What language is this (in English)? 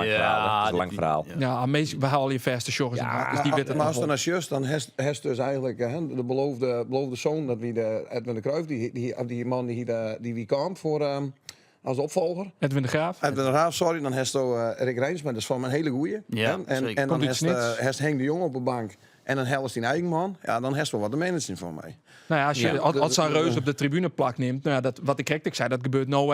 Western Frisian